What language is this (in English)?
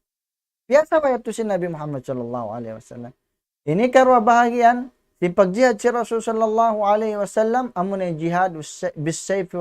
Tausug